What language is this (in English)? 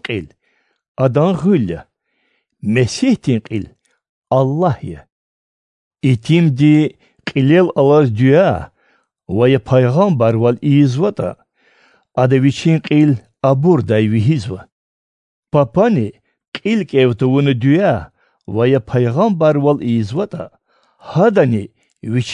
Lezghian